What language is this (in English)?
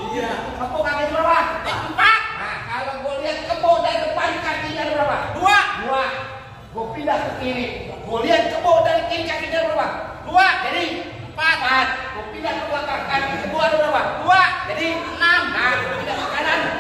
Betawi